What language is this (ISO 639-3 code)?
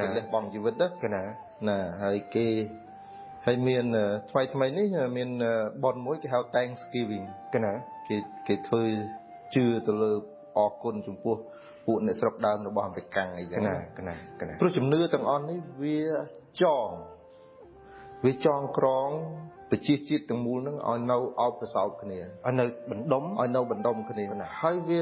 khm